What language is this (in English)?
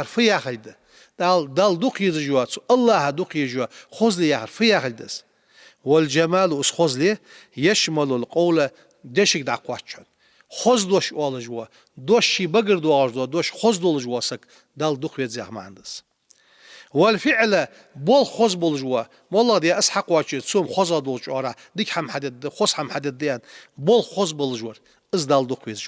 Ingush